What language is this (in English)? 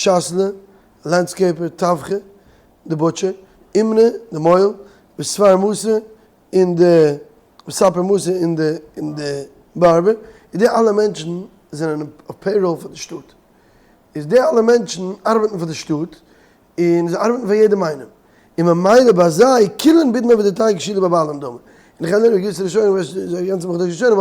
Yiddish